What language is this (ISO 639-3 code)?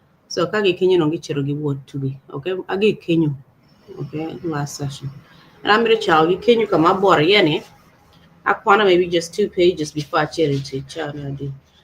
ach